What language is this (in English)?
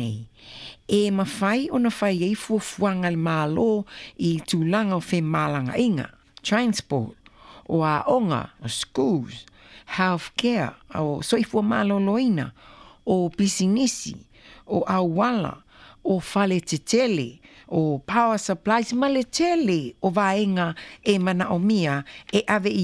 Samoan